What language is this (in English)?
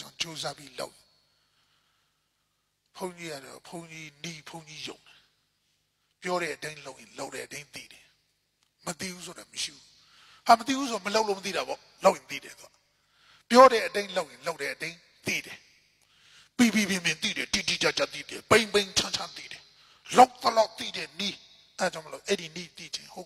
Burmese